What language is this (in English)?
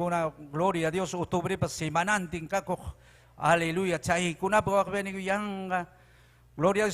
Ayacucho Quechua